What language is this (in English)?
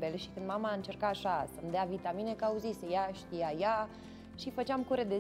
Romanian